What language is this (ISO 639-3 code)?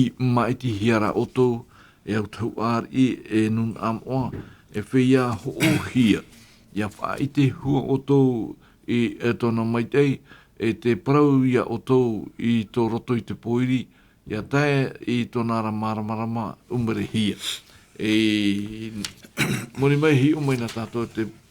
tah